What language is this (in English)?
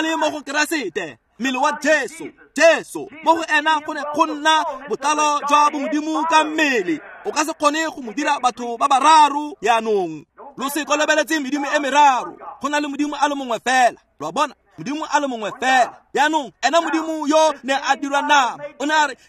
Tswana